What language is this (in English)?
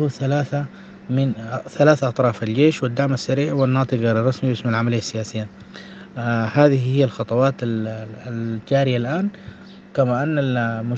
Sudanese Arabic